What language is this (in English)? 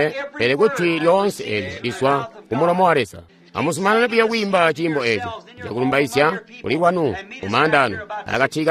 Tonga (Zambia)